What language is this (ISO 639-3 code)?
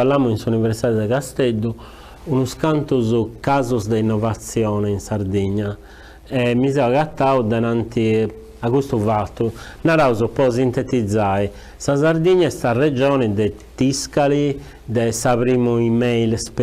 srd